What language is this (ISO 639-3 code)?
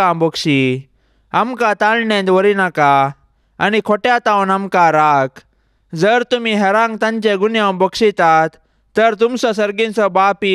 kok